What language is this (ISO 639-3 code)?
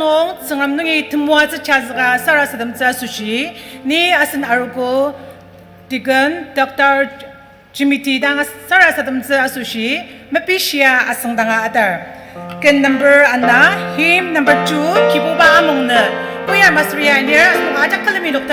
njo